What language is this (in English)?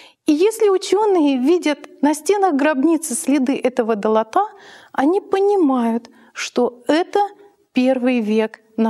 Russian